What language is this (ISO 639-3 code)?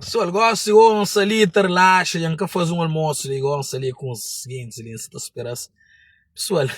kea